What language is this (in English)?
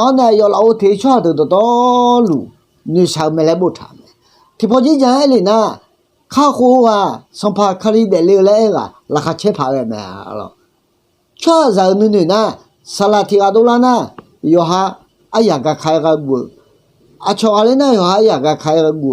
Akha